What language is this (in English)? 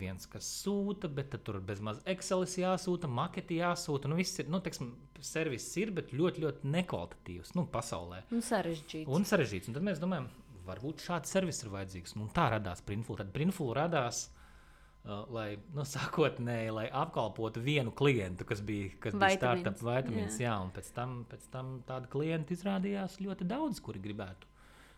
Latvian